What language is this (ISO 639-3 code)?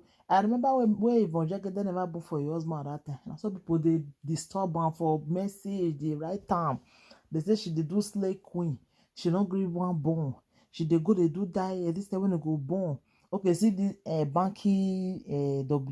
pcm